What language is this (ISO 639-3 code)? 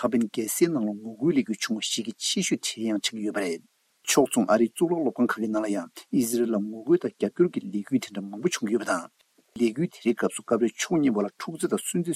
bod